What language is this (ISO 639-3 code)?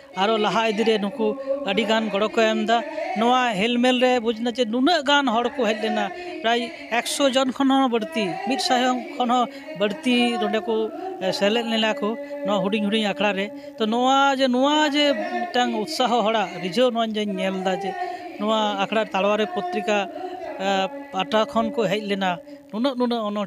sat